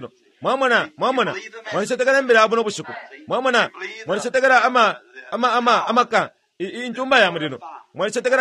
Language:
Bemba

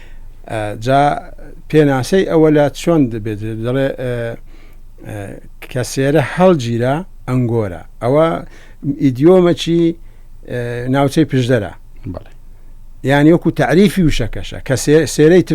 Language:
Central Kurdish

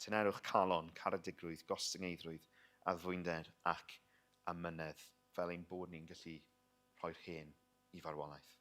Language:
Welsh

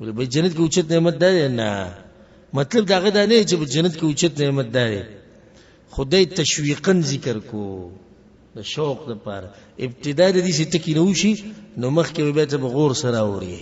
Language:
Pashto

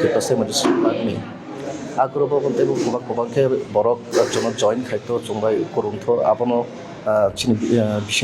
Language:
Kok Borok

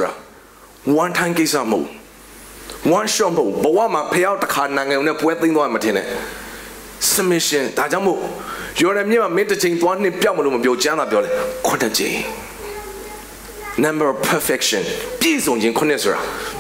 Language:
Burmese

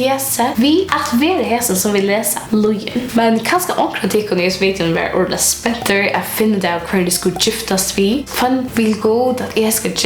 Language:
Faroese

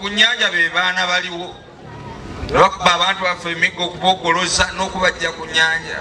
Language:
Ganda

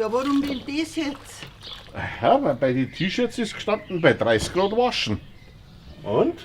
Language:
Bavarian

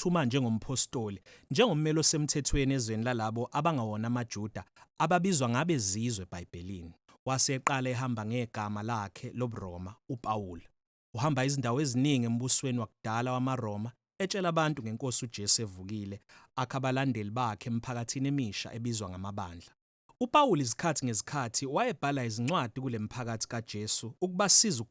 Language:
Zulu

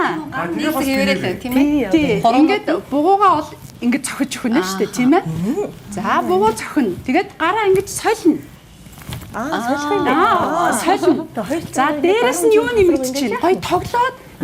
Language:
Mongolian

